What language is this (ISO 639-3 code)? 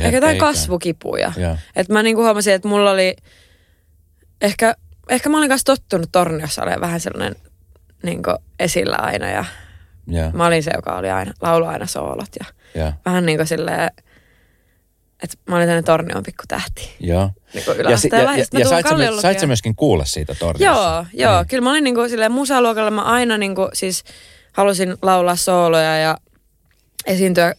fin